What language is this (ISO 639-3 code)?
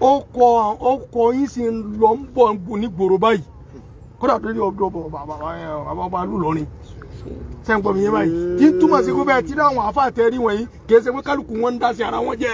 yor